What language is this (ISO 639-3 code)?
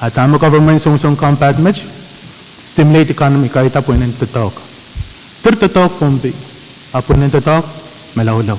pon